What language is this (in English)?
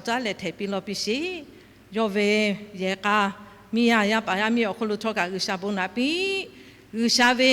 Lahu